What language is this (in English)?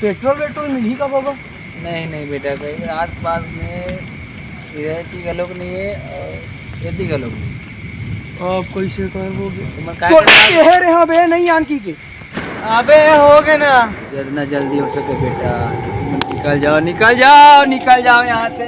Chhattisgarhi